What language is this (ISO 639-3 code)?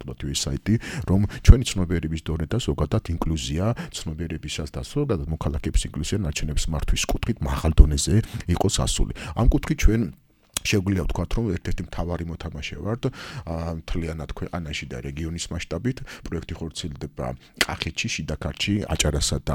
kat